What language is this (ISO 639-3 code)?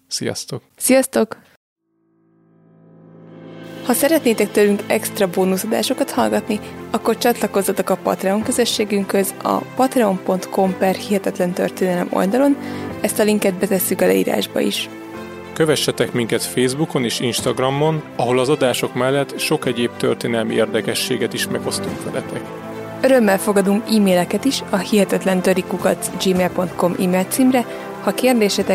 hun